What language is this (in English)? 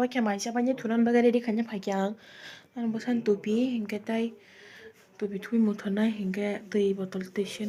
Kok Borok